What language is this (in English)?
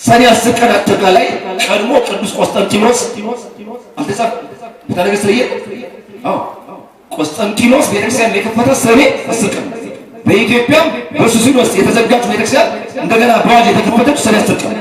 Amharic